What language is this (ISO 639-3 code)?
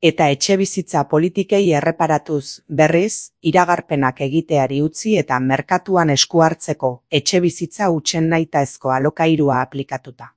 eus